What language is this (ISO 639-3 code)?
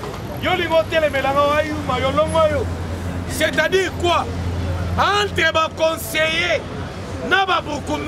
lin